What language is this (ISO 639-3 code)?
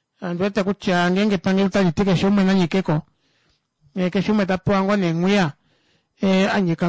kua